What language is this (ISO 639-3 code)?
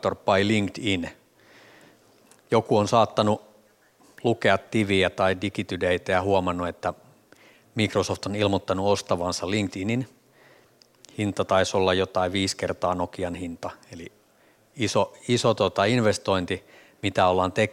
fin